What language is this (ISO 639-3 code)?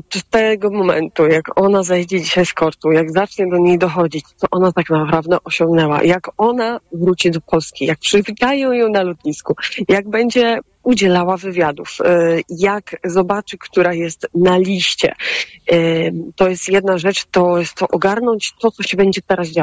pol